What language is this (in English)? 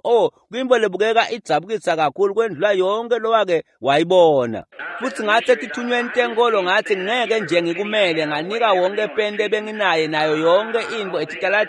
Swati